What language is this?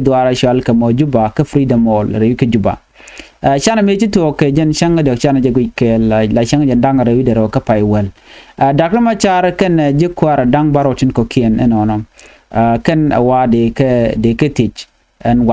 Nuer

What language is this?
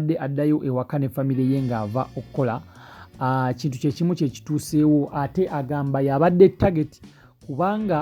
Ganda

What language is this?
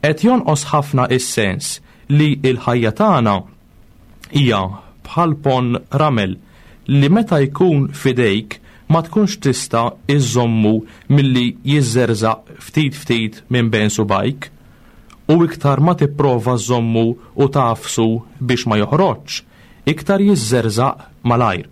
Maltese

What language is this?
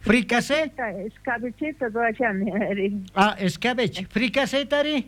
South Bolivian Quechua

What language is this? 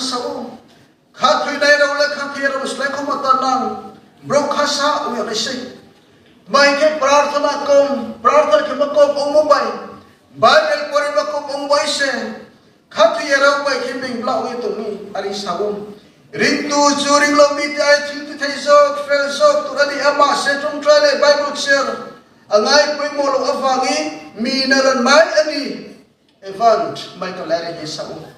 Riang (India)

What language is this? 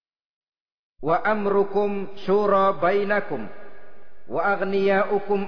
Indonesian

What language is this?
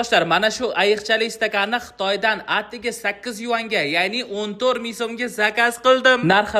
Uzbek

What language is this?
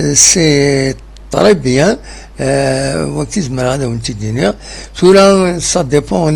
Kabyle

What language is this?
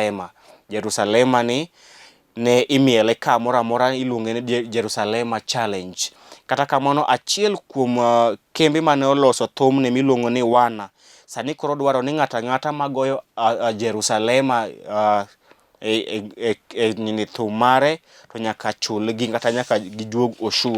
Luo (Kenya and Tanzania)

